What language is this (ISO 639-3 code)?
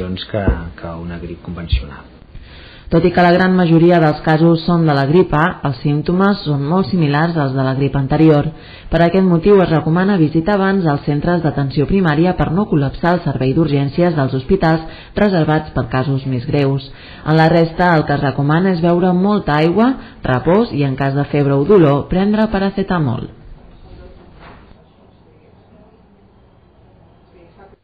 cat